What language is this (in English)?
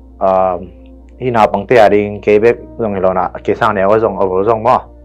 Tedim Chin